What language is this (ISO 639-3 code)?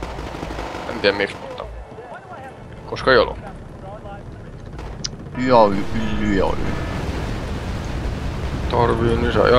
fin